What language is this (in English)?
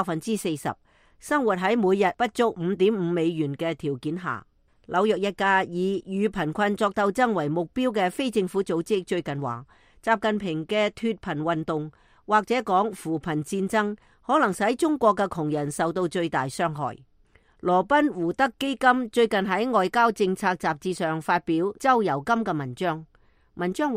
Cantonese